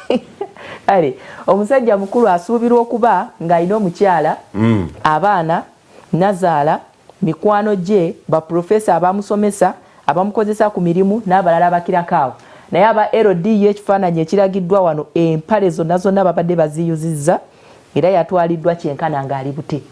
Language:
Ganda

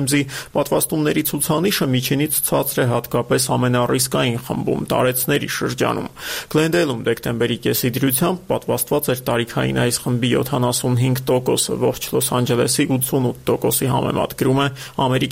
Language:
Armenian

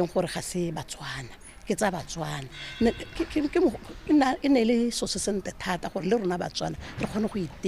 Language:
Tswana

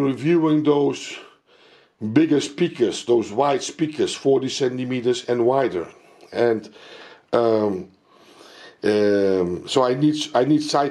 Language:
English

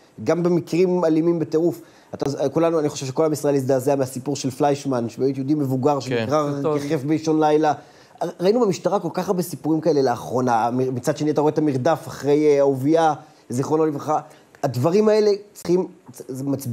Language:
Hebrew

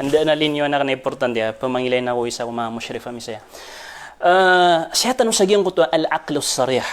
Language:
Maranao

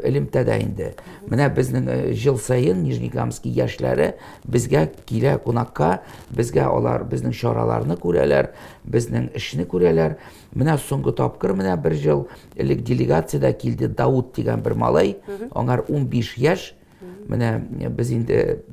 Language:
Tatar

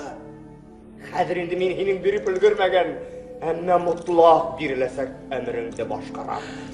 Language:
Bashkir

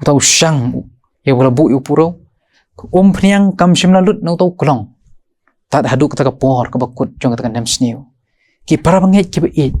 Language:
Khasi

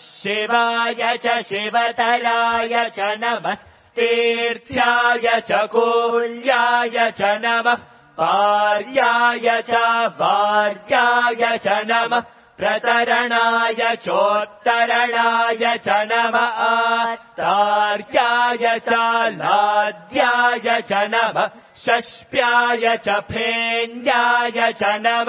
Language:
Sanskrit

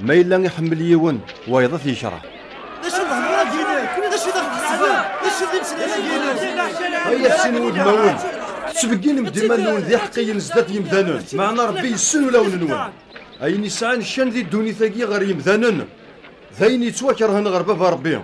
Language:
Kabyle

